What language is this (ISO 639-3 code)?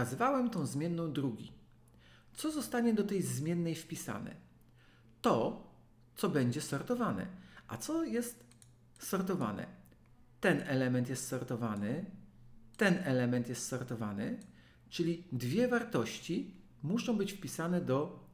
pol